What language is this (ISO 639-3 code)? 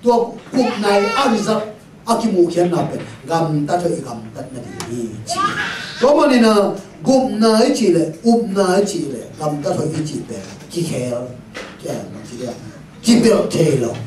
ctd